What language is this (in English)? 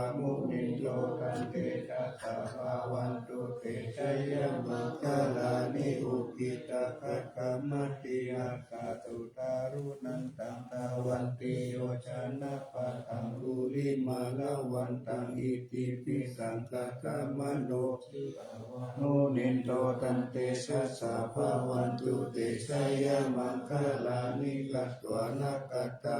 Pali